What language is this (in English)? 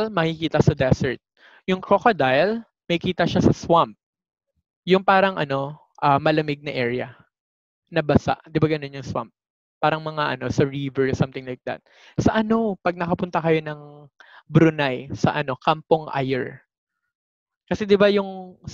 Filipino